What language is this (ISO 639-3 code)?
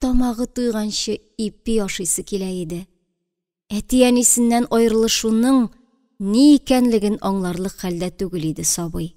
tat